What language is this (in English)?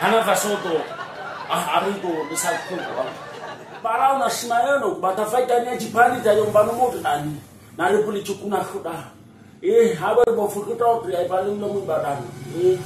Nias